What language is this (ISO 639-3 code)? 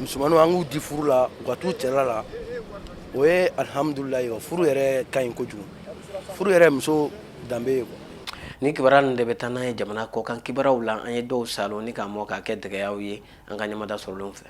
bam